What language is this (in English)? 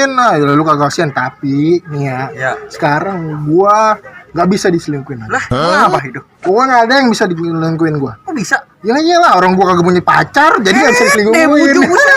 Betawi